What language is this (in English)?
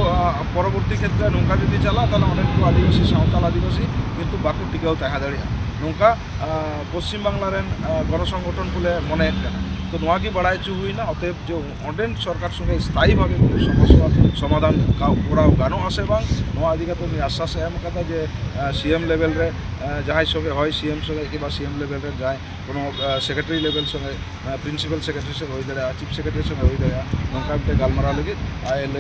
Santali